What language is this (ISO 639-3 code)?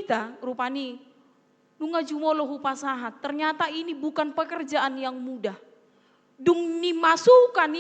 bbc